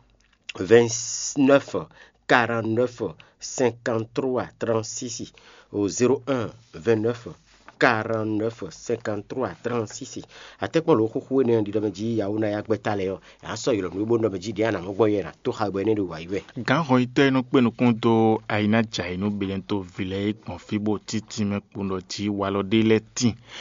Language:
Fon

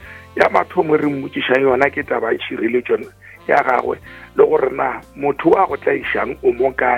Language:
Northern Sotho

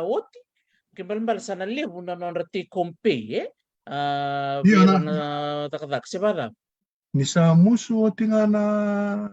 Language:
Fijian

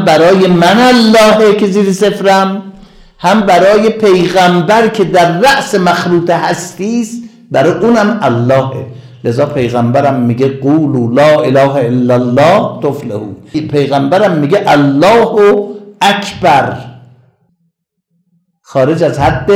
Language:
Persian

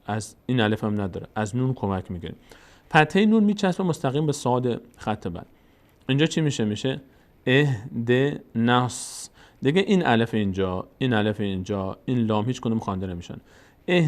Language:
Persian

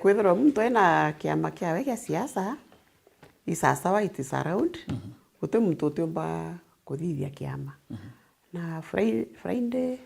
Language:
Meru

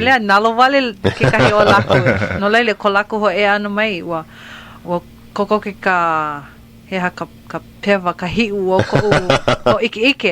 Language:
Hawaiian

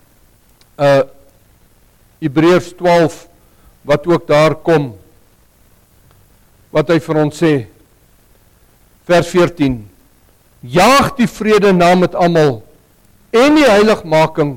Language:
Afrikaans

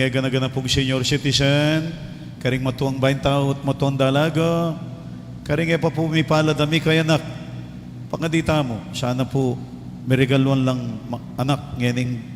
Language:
Pampanga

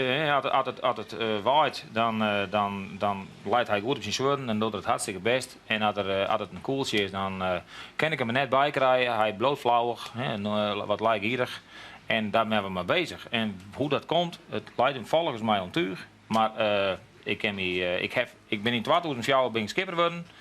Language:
Western Frisian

